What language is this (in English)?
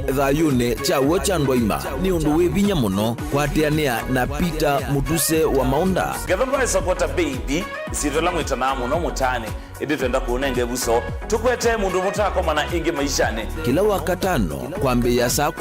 Kamba